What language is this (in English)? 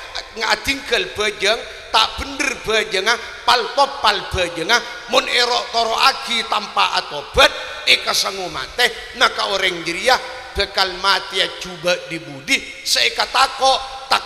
Madurese